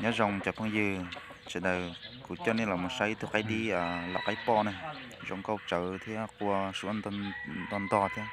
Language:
Hmong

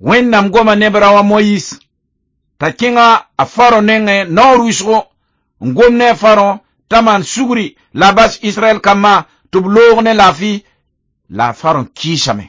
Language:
Mossi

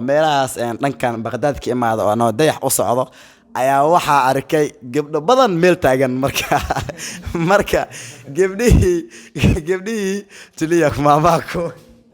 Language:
Somali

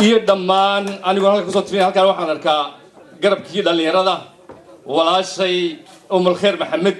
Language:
Somali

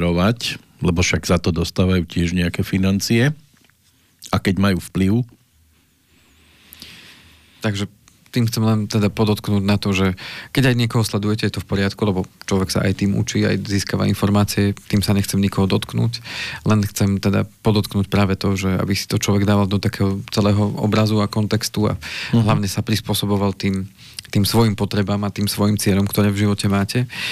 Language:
Slovak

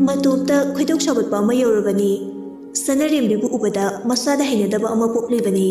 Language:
Manipuri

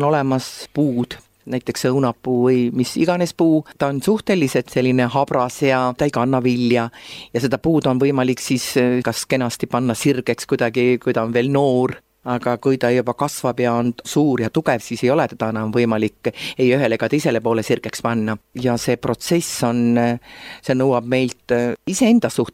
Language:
Estonian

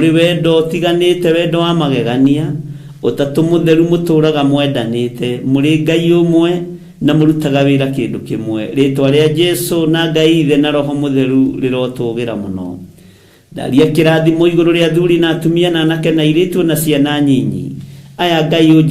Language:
Kikuyu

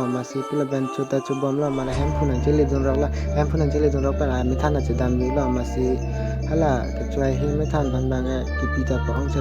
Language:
Karbi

